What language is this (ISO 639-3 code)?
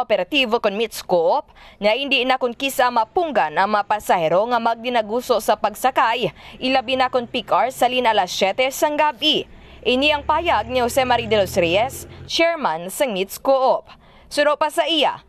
hil